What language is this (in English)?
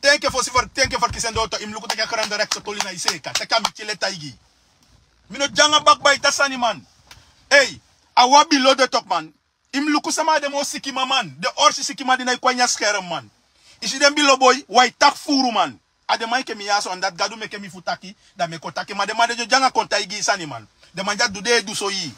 Sranan Tongo